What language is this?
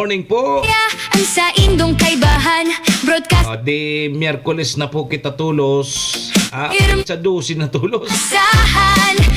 Bikol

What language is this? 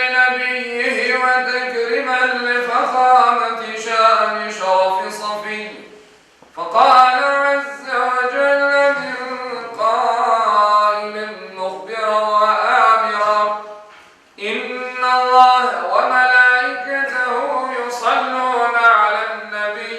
Crimean Tatar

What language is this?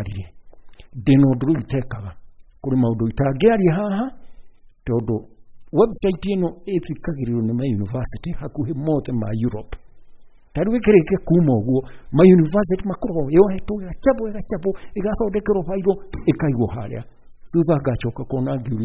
Kikuyu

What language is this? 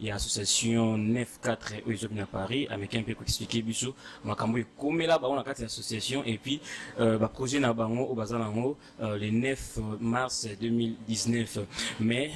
Lingala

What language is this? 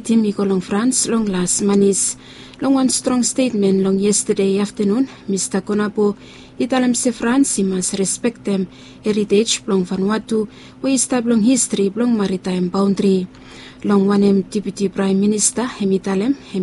Bislama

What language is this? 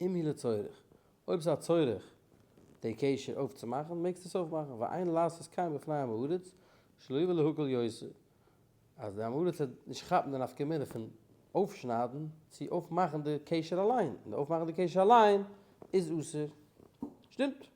Yiddish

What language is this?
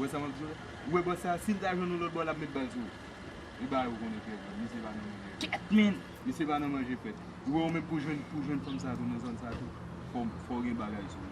Haitian Creole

